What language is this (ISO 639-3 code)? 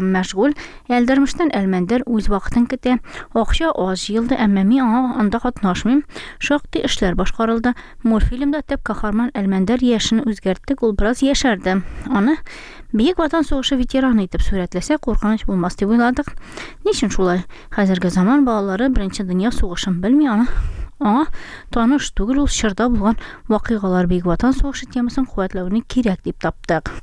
tat